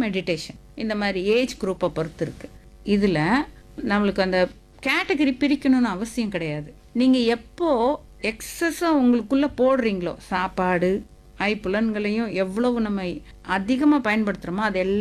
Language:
Tamil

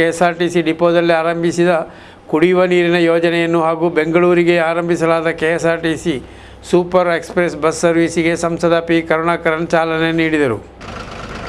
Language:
Kannada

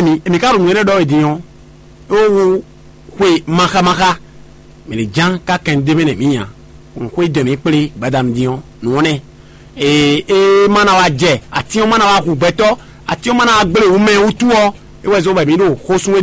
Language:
Fon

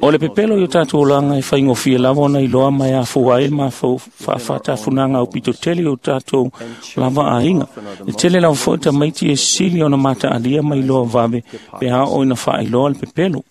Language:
Samoan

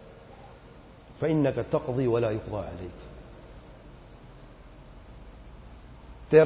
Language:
Urdu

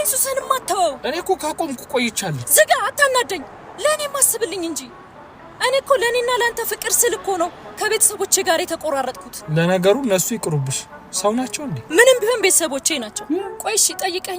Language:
Amharic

